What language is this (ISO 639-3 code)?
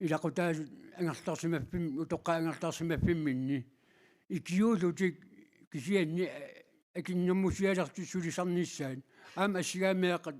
kal